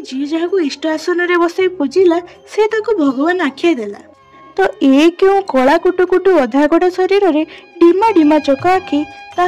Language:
Odia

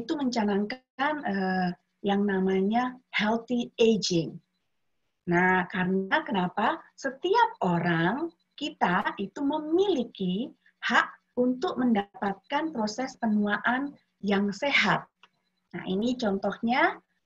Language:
Indonesian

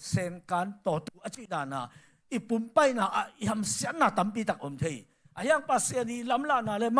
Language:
Tedim Chin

